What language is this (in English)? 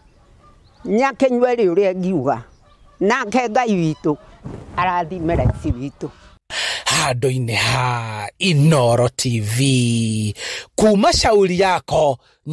Kikuyu